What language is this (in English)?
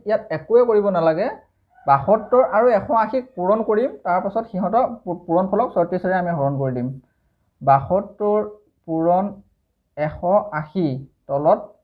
Assamese